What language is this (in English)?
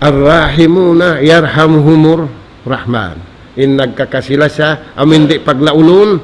Tausug